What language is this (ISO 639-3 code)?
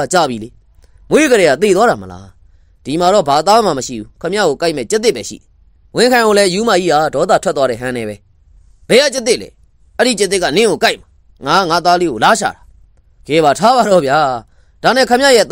mya